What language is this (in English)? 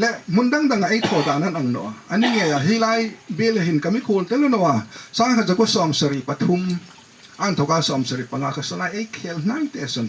Hmar